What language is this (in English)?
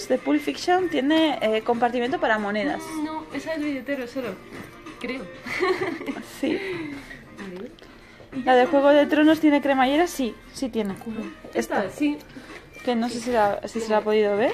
Spanish